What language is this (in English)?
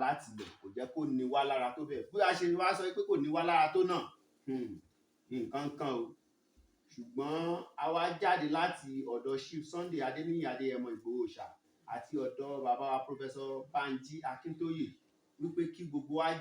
Yoruba